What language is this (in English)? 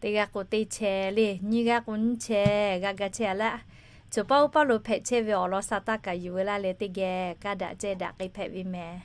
Lahu